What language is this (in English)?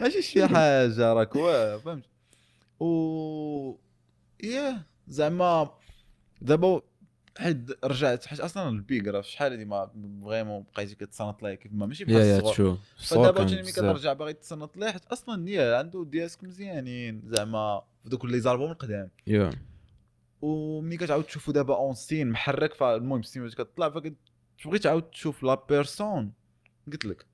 Moroccan Arabic